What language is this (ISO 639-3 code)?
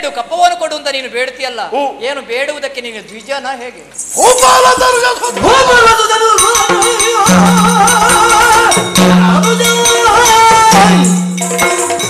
kan